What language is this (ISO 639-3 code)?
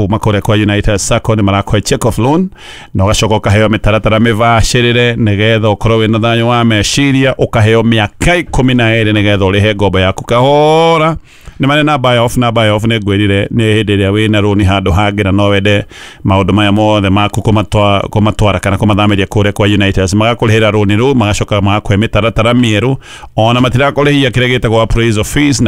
kik